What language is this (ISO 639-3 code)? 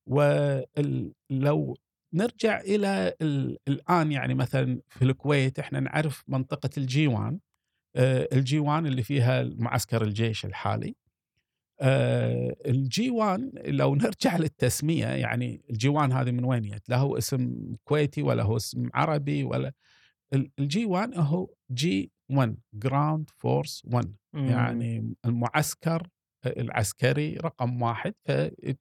afb